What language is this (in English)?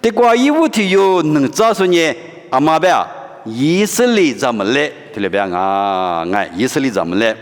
Lisu